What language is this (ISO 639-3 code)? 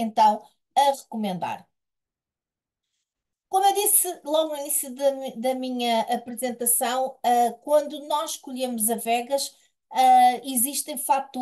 por